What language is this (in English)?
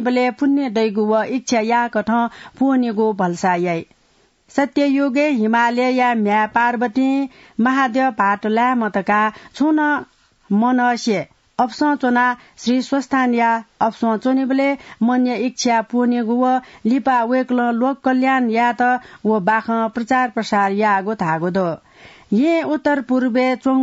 Newari